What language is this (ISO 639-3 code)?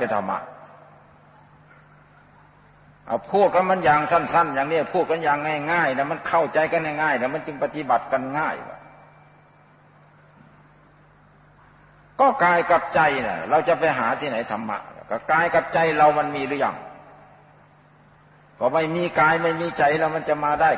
tha